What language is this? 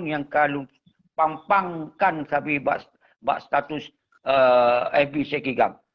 Achinese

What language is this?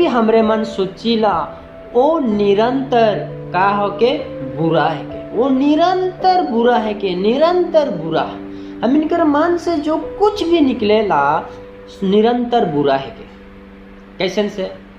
Sadri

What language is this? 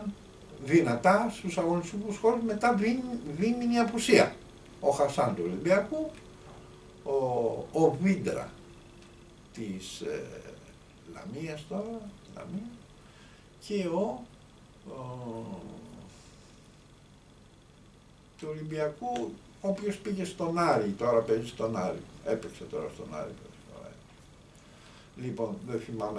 Greek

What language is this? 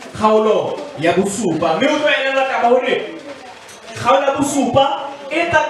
Southern Sotho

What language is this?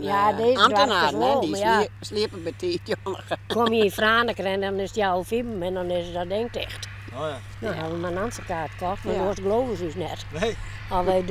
Western Frisian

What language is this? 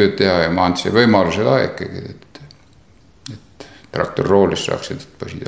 Estonian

